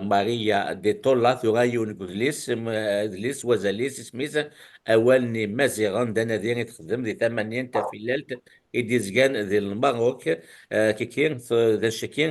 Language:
Kabyle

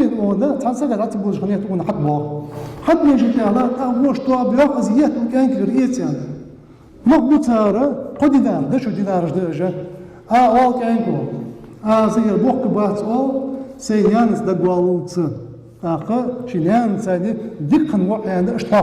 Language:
Ingush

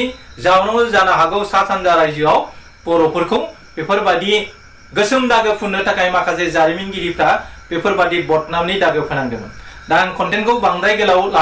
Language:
Bodo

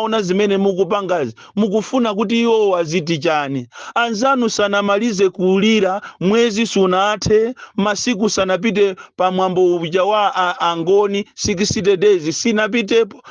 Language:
Nyanja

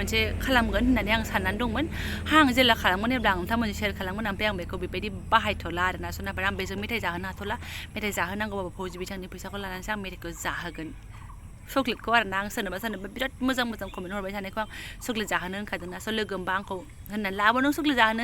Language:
Bodo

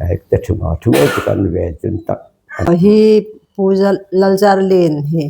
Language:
Hmar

